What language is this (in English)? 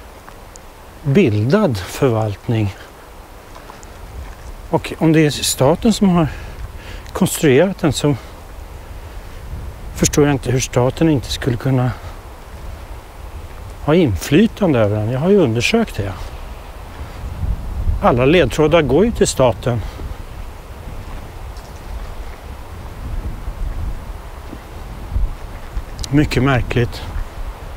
Swedish